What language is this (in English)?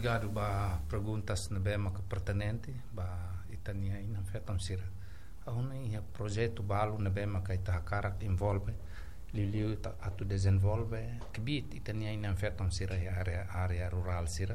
Tetum